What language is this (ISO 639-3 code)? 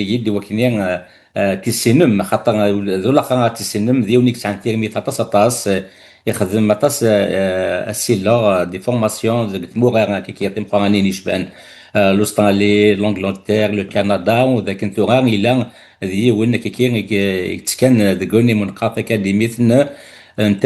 kab